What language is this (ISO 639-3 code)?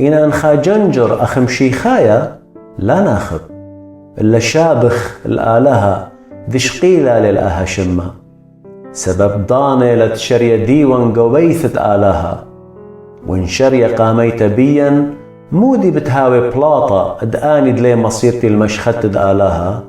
aii